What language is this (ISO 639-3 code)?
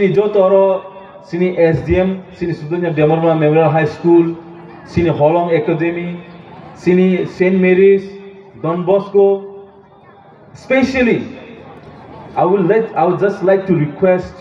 trp